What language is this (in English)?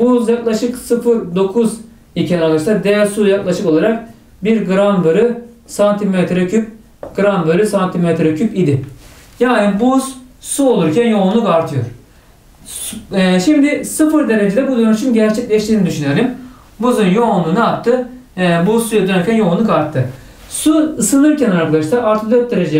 Turkish